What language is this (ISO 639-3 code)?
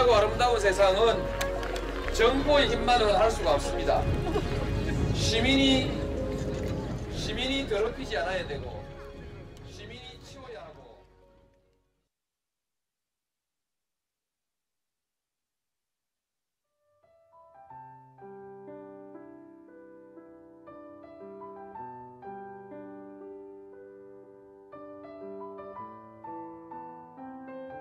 kor